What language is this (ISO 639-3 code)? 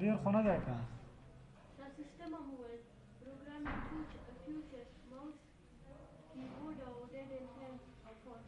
pus